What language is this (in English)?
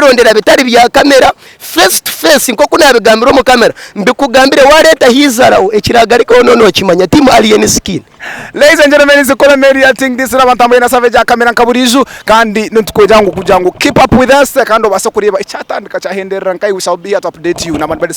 Nyankole